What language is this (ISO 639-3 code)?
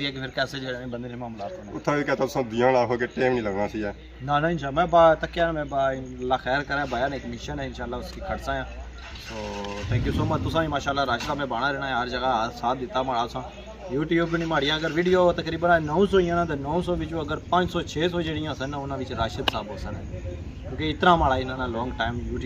phr